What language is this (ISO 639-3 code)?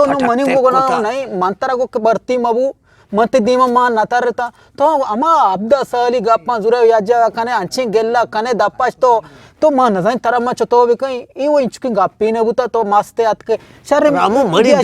bgp